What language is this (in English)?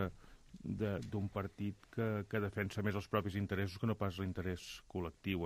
Catalan